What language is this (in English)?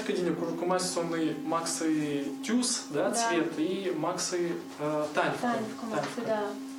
Erzya